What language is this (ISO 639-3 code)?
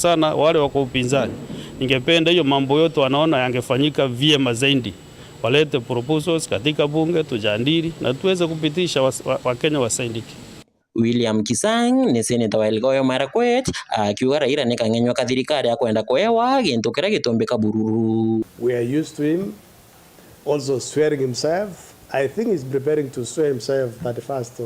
mer